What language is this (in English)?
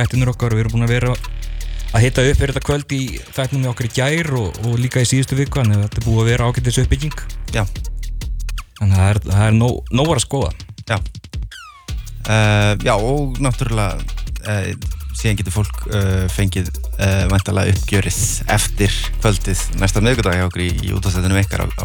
Icelandic